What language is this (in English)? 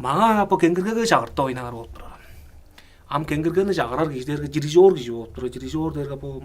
Tuvinian